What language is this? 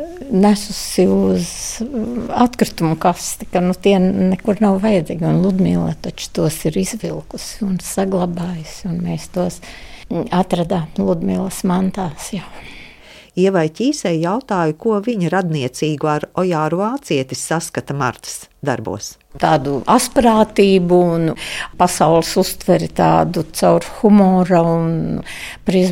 Latvian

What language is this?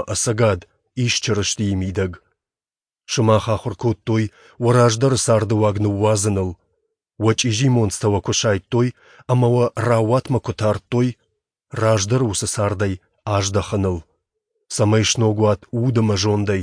Ossetic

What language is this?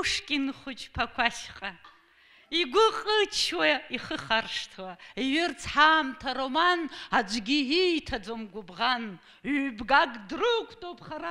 Abkhazian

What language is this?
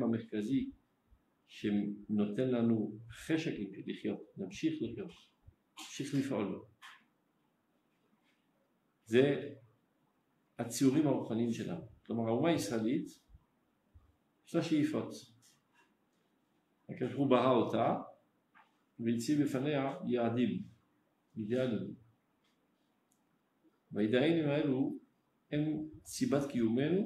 Hebrew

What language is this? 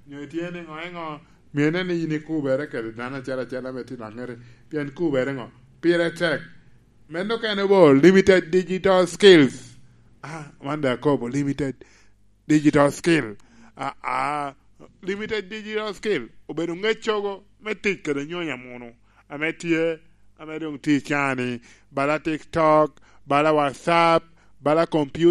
Lango (Uganda)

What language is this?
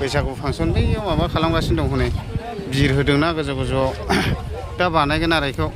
Bodo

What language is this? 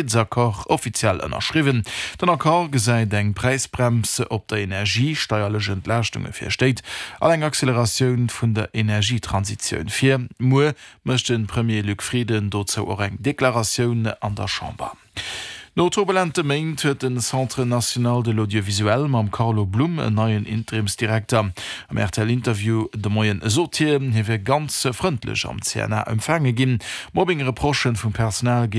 Luxembourgish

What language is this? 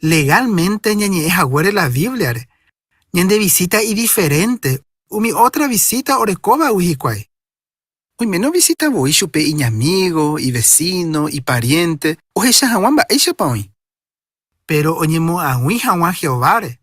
Guarani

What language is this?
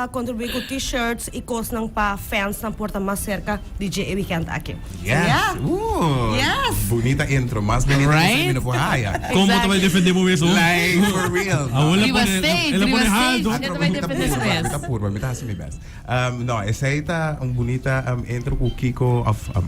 Papiamento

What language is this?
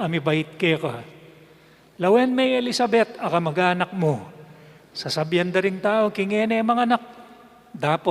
Pampanga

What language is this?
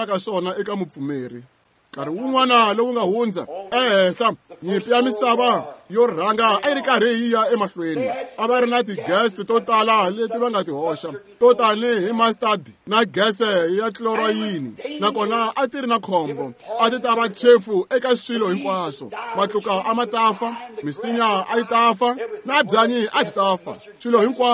Tsonga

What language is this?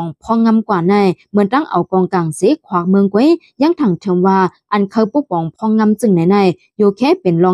Shan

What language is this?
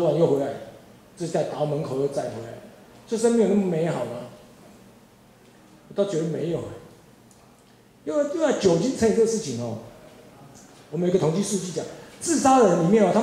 Chinese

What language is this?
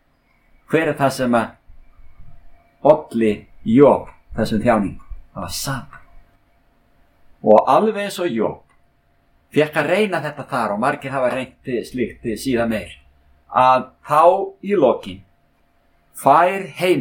Icelandic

